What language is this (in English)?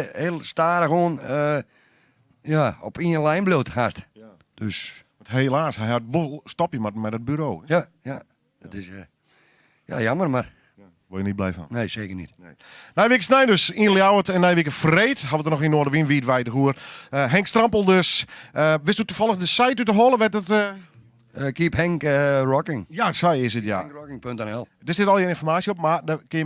Western Frisian